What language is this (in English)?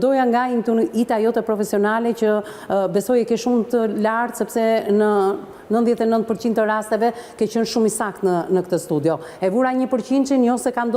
Albanian